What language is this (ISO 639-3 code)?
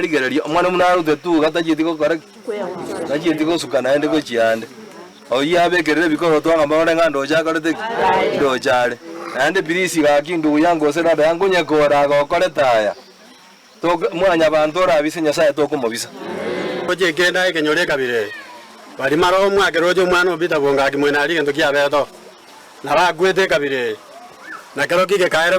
guz